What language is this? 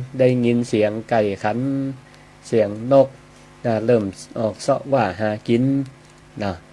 Northern Thai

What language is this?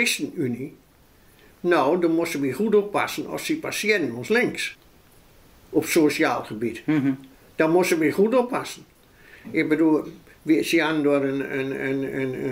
Dutch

